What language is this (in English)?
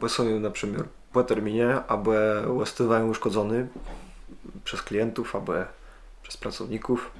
Kashubian